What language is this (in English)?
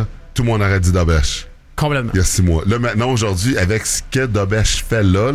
French